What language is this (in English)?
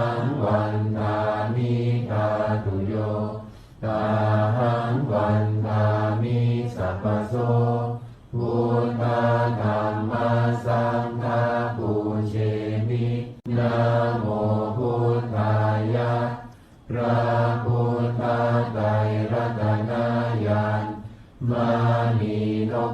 Pali